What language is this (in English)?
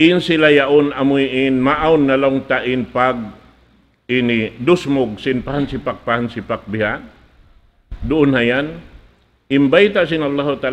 Tausug